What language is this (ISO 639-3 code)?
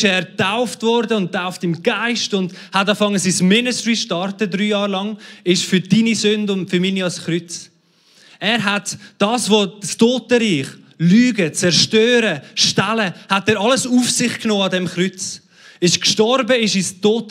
gsw